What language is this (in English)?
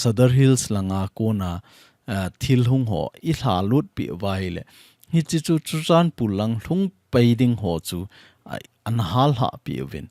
Thado Chin